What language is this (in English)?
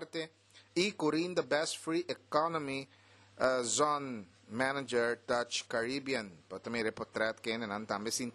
Papiamento